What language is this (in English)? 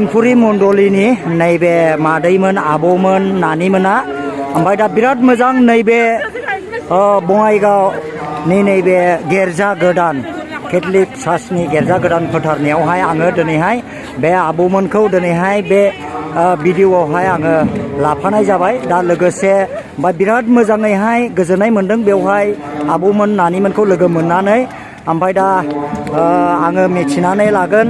Bodo